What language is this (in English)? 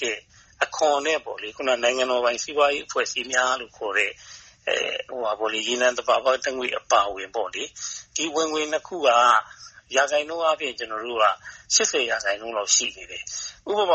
Burmese